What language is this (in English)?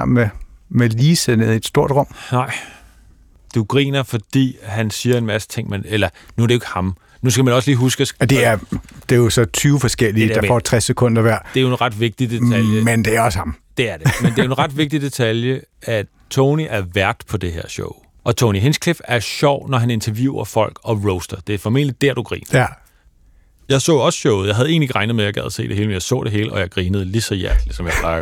Danish